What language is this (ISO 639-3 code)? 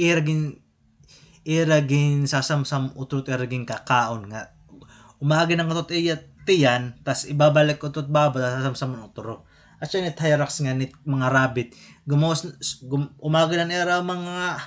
war